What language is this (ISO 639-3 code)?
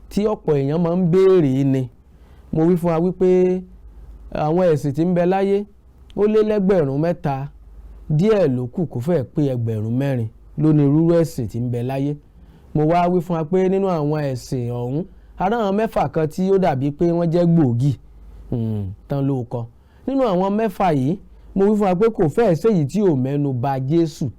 yor